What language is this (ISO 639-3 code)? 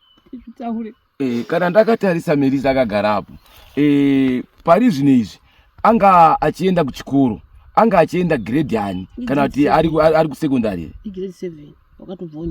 sna